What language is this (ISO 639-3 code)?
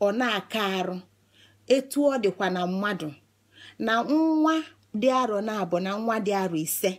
ibo